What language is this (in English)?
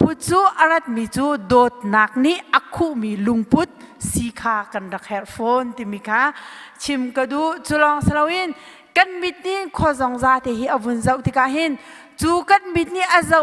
Hakha Chin